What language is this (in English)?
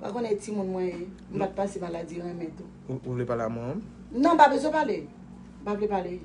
Haitian Creole